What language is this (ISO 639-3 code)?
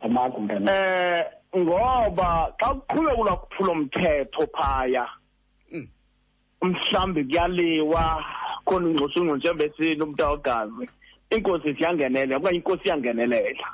xho